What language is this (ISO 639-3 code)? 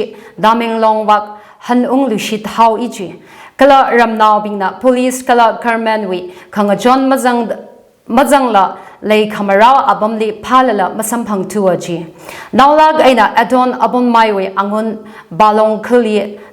nmf